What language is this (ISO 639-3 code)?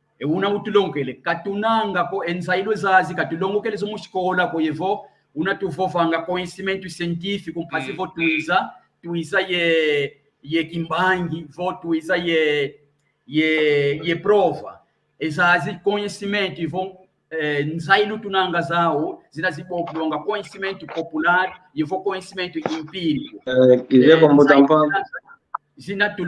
kwy